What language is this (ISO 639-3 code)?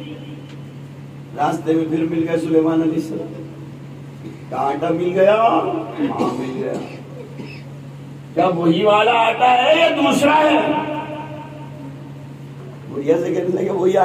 urd